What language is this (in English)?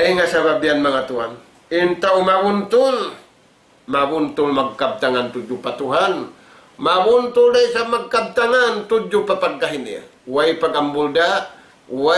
Tausug